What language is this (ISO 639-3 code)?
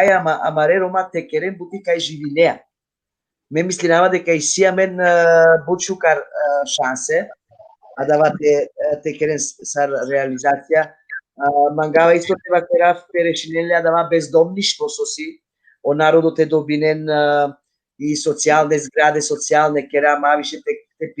rmn